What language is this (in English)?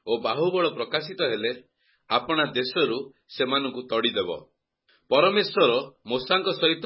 Odia